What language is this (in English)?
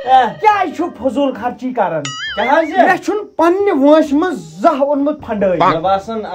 Kashmiri